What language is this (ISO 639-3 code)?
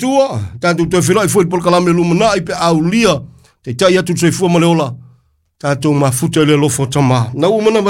smo